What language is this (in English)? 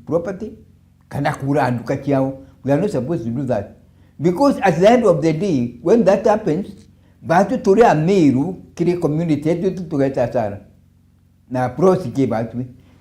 Meru